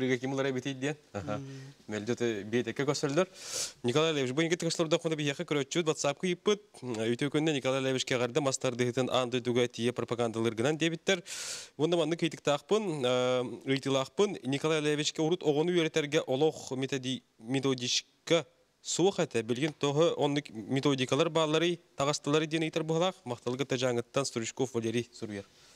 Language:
Yakut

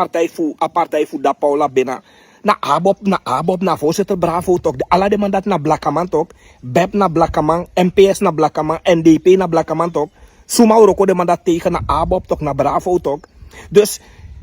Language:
Sranan Tongo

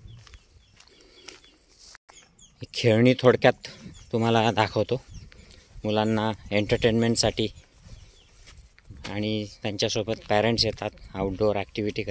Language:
Marathi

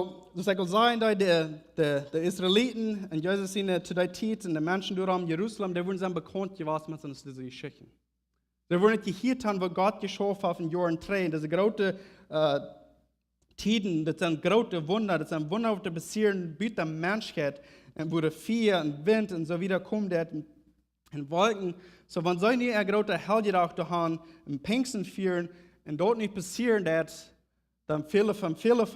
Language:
Plautdietsch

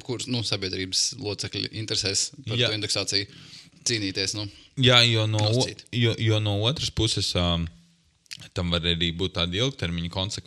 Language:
Latvian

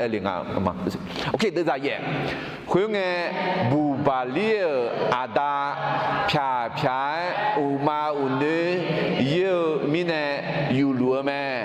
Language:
Akha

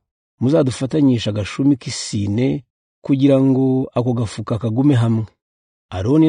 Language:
Kinyarwanda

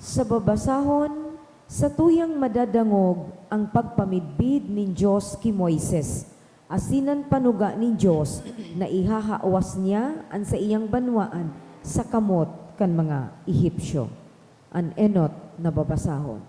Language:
Bikol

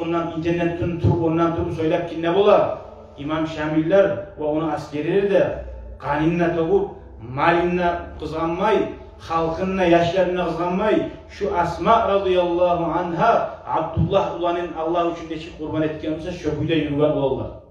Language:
Kumyk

